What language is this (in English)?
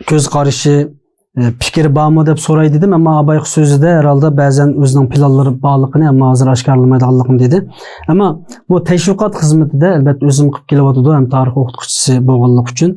Uyghur